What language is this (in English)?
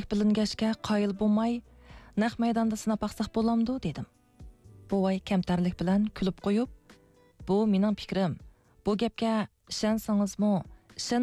Uyghur